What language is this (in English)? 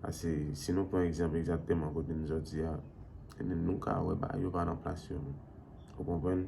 Haitian Creole